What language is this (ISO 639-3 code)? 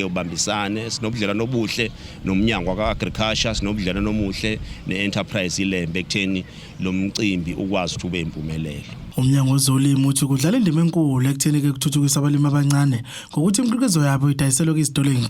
zul